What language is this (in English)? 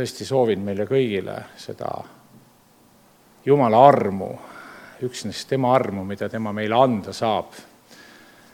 Estonian